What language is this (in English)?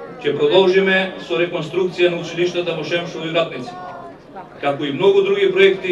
Macedonian